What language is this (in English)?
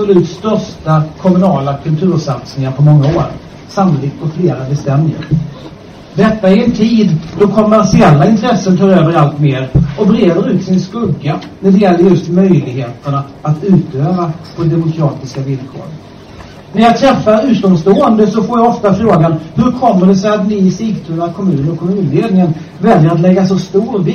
Swedish